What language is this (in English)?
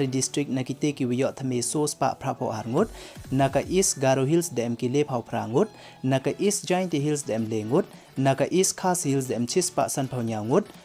Pnar